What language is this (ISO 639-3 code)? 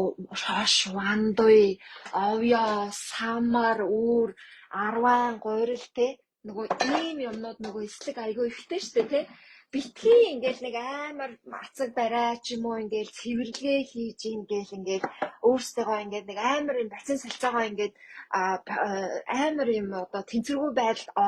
mon